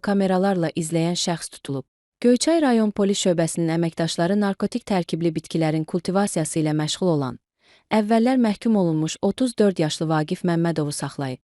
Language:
Azerbaijani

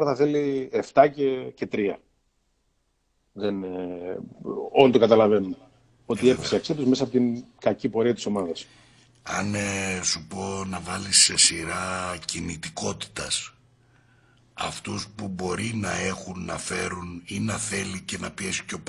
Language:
Greek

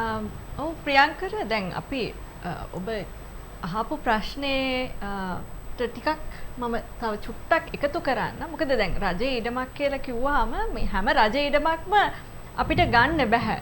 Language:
Sinhala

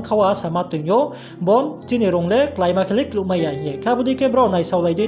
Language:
Riang (India)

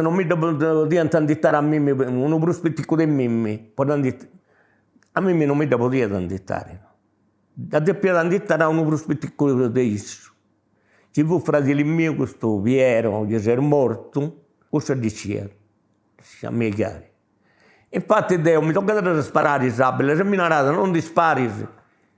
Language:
Sardinian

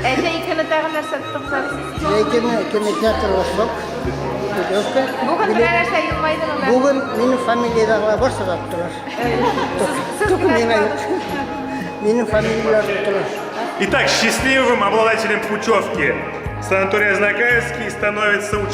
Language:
Tatar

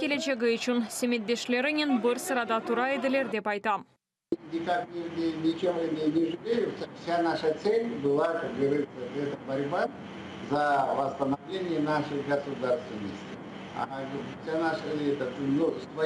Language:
Crimean Tatar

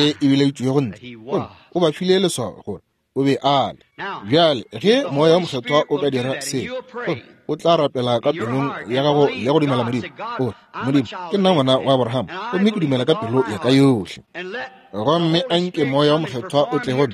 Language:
Northern Sotho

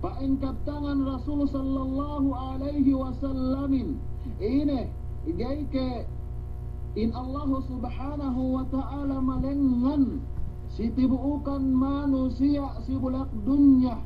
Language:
Yakan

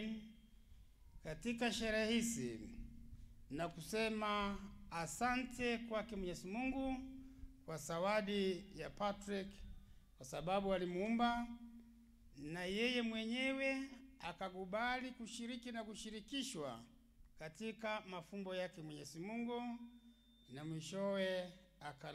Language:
Swahili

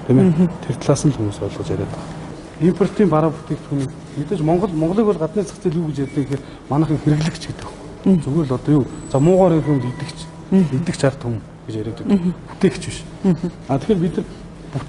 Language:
Mongolian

